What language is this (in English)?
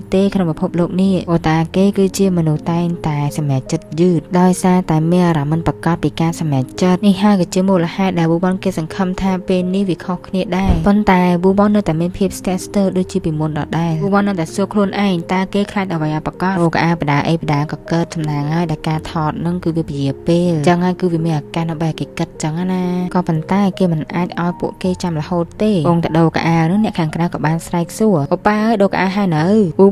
Khmer